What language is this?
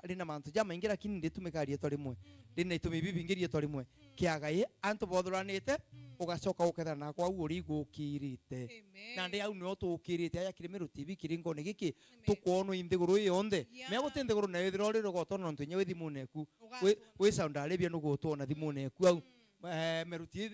Meru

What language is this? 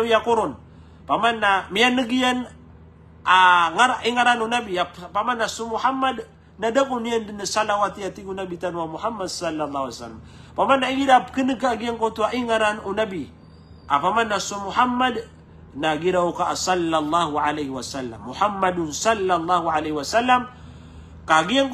Maranao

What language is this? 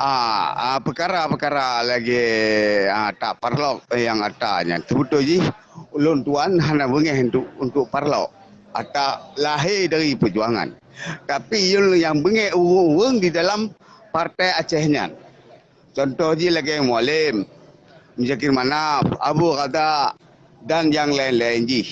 Achinese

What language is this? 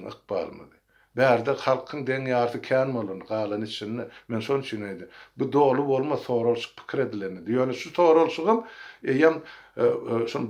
Turkmen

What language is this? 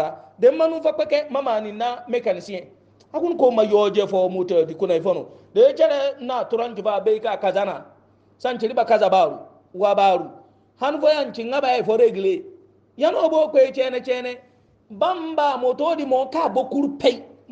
Hausa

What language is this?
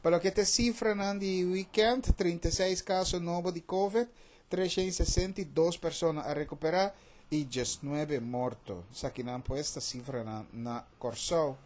Papiamento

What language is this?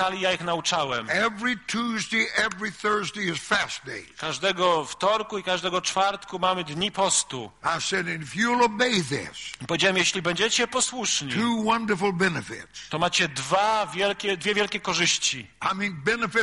Polish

